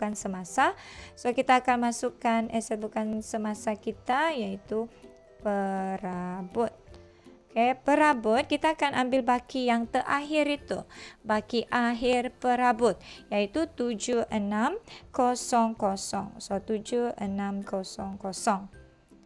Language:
Malay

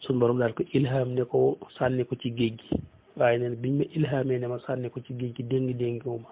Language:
Wolof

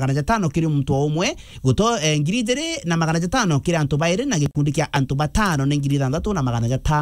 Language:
Meru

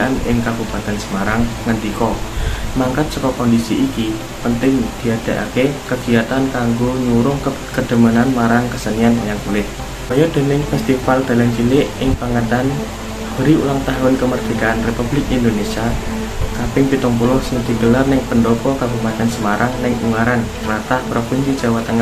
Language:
Javanese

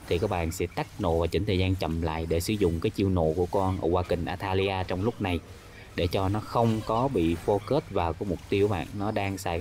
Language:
Vietnamese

